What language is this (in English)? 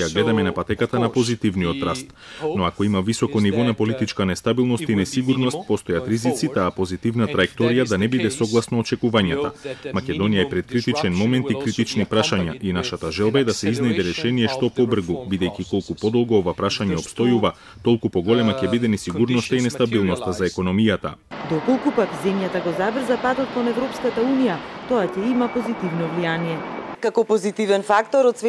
Macedonian